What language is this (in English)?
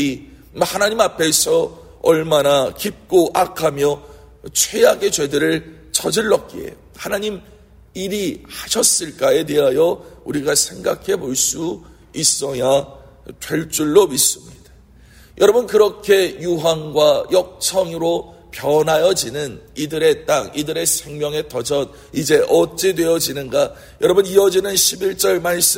Korean